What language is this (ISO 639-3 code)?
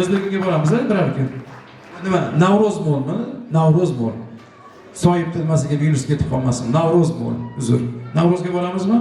uzb